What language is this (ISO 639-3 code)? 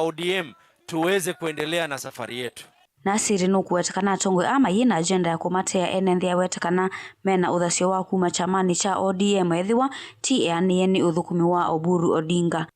kam